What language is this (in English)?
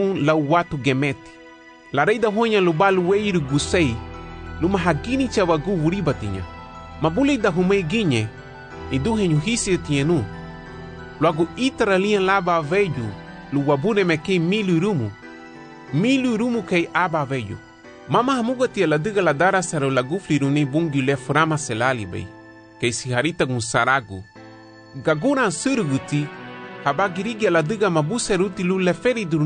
Garifuna